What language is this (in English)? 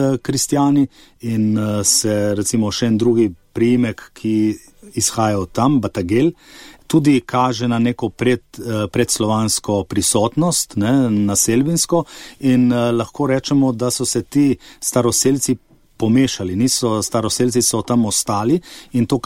Slovenian